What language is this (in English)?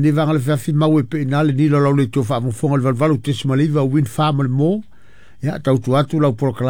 Samoan